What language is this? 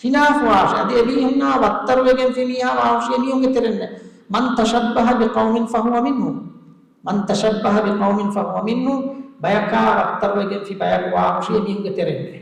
Divehi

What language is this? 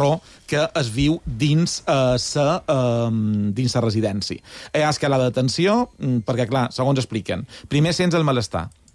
Catalan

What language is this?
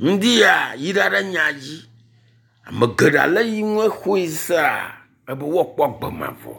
Ewe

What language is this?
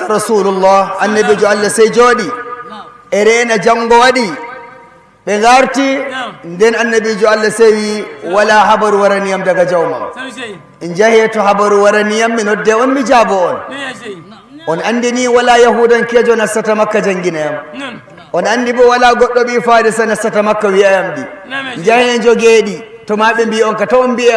Fula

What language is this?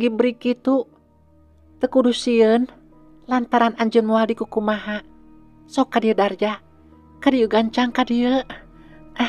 Sundanese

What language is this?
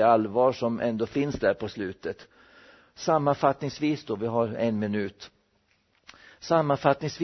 Swedish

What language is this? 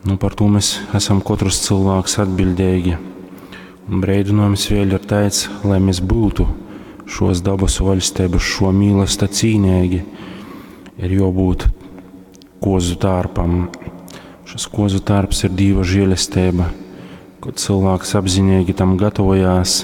Latgalian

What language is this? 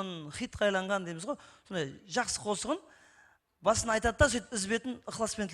Kara-Kalpak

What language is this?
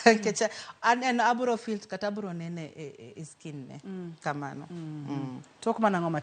Luo (Kenya and Tanzania)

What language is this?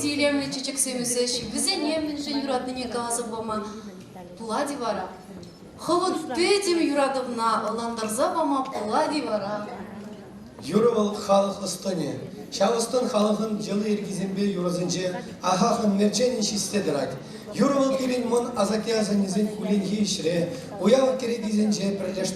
Chuvash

